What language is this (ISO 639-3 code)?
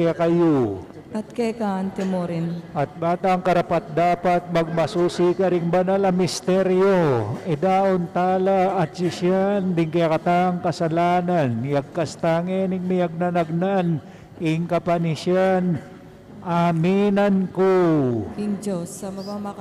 pam